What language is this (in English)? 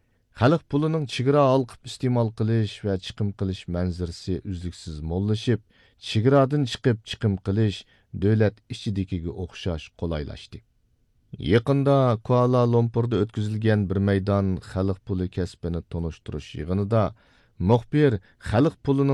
Uyghur